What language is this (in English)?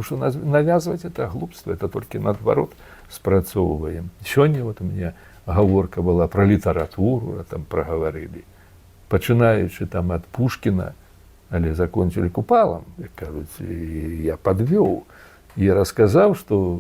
Belarusian